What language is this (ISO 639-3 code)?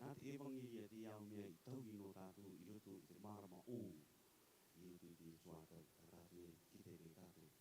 rar